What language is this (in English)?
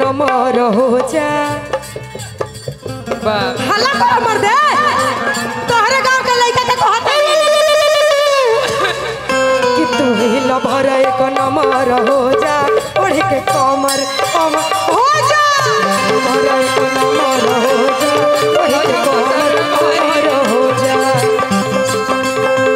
Bhojpuri